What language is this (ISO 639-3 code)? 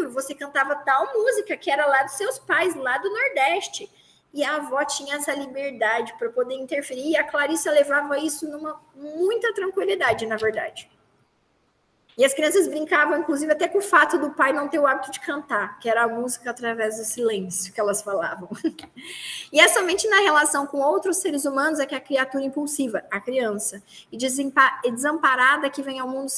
por